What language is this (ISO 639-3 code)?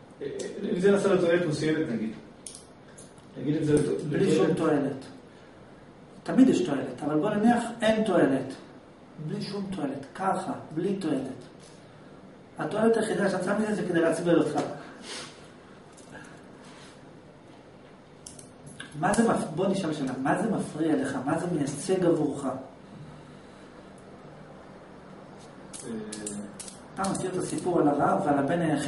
heb